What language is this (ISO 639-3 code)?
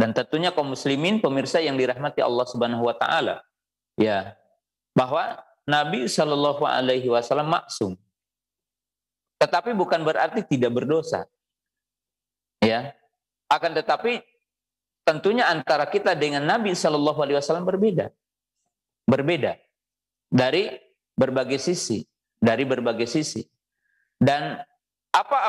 ind